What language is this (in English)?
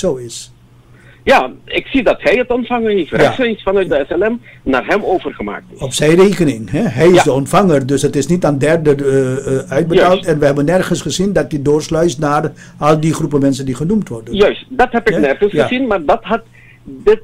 Dutch